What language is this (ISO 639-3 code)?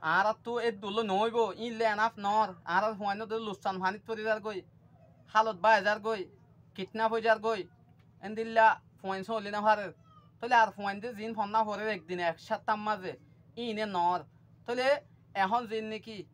rhg